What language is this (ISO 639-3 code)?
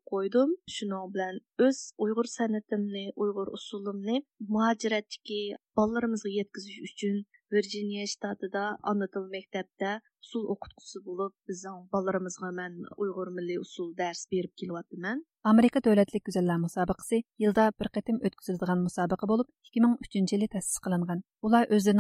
uig